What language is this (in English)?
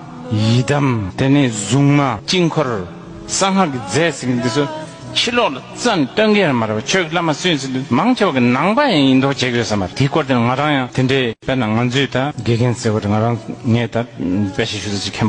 Tibetan